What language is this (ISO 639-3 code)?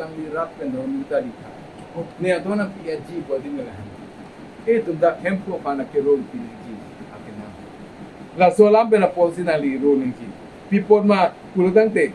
mjw